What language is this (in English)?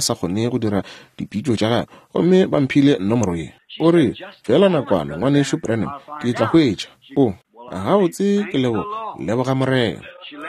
Northern Sotho